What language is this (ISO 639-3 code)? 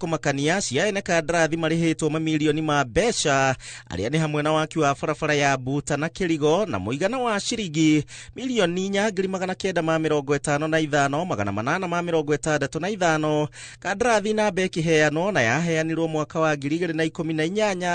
kik